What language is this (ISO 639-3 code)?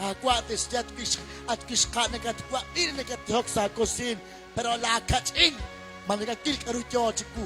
kek